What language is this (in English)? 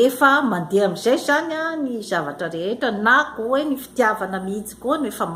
Malagasy